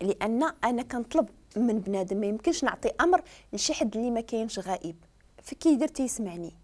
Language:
Moroccan Arabic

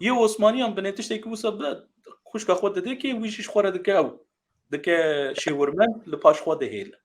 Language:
Kurdish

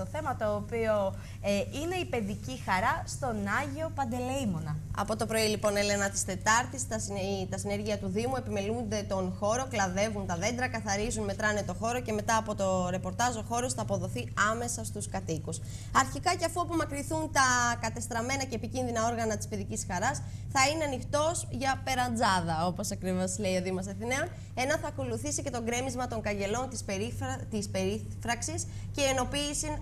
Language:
Greek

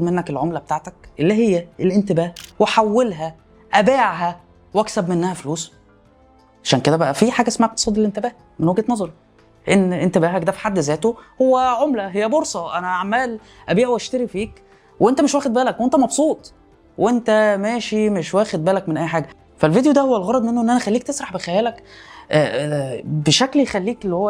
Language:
Egyptian Arabic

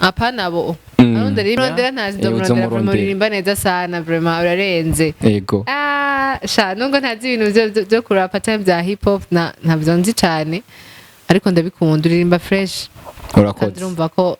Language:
Rundi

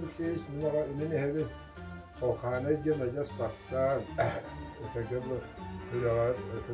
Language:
Yakut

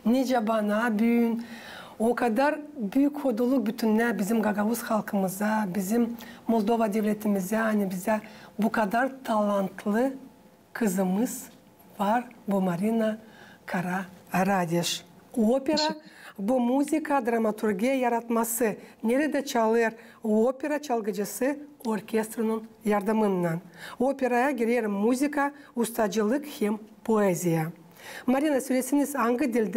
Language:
Gagauz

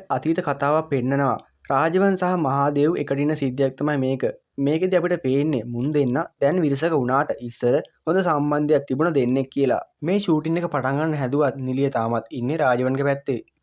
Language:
Sinhala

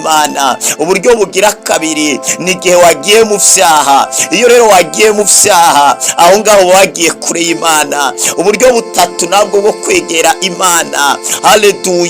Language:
Rundi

